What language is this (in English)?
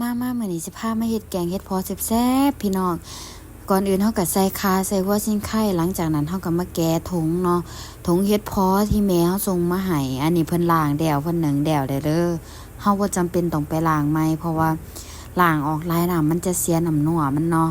Lao